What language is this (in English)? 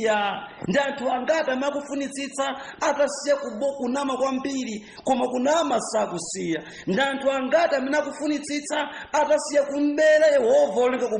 Nyanja